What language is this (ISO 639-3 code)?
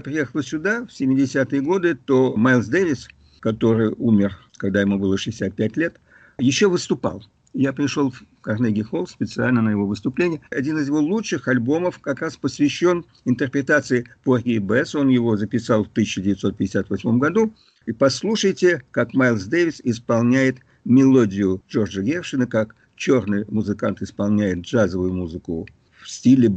rus